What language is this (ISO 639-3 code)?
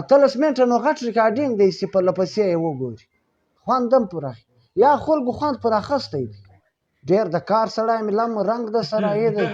pus